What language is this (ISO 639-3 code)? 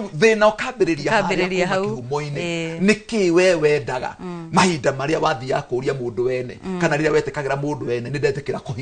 kik